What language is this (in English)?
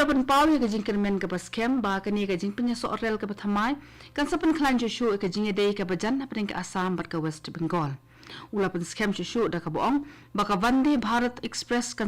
Khasi